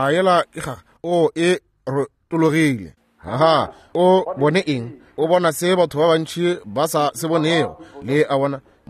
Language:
Northern Sotho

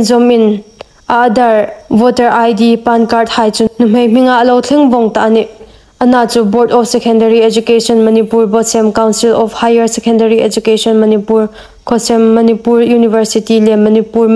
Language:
Hmar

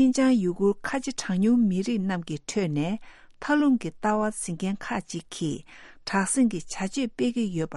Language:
Tibetan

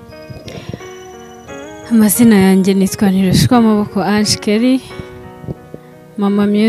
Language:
Kinyarwanda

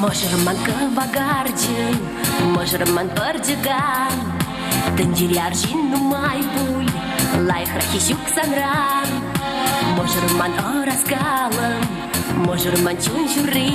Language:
Chuvash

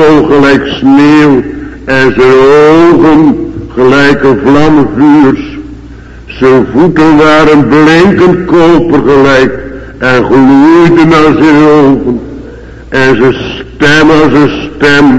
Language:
Dutch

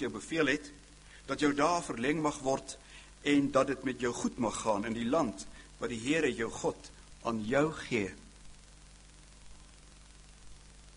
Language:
Afrikaans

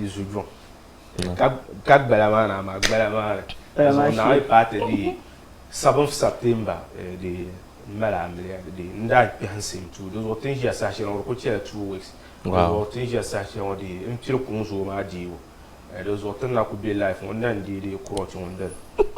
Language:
Dagbani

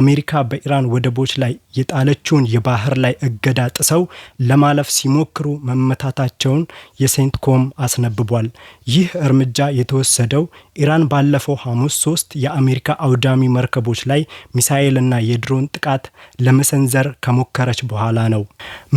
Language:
Amharic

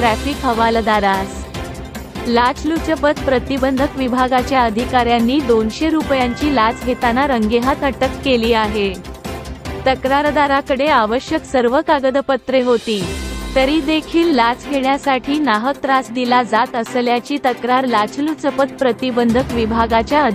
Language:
Marathi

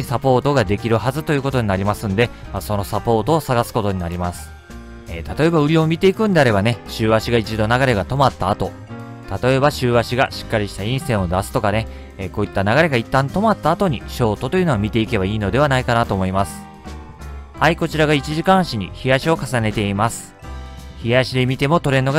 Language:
Japanese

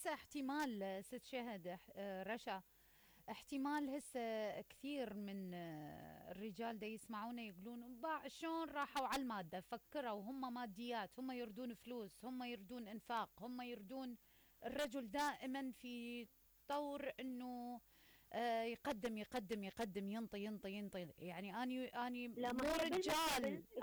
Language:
Mesopotamian Arabic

